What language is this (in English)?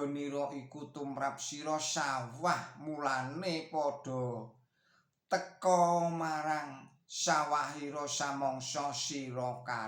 Javanese